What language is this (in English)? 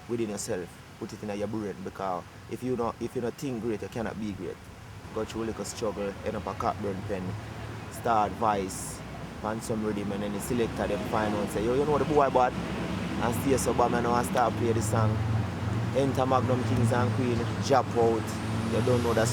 Jamaican Creole English